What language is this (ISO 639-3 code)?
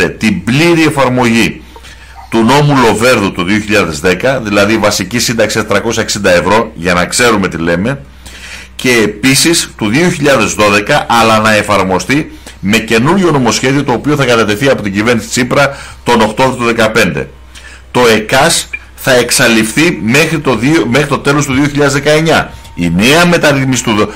ell